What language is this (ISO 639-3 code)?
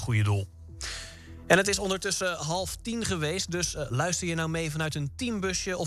nld